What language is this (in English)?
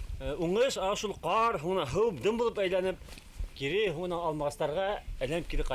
Bashkir